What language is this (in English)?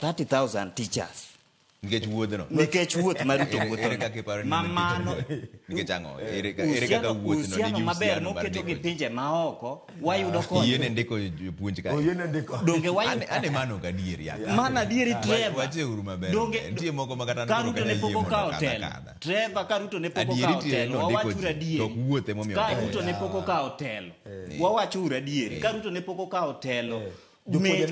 Luo (Kenya and Tanzania)